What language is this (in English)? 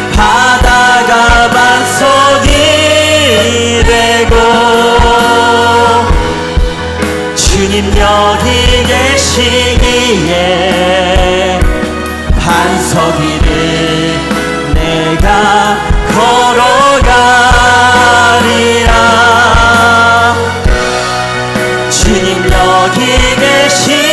Korean